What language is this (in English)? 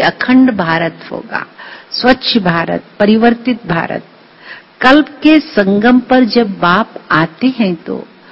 Hindi